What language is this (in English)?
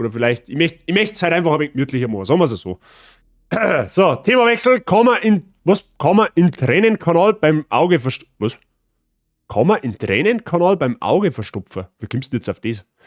Bavarian